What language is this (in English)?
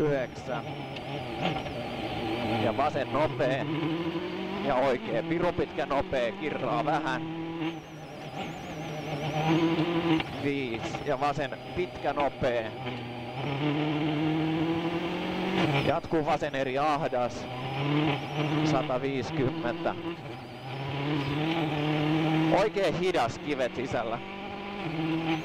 Finnish